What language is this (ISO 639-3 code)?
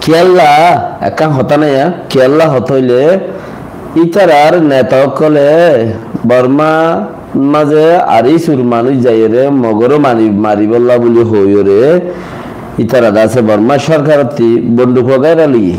rhg